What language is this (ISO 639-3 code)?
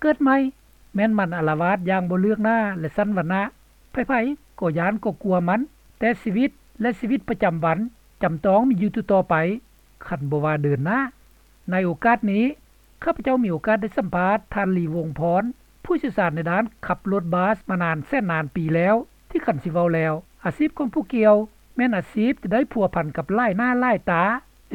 lao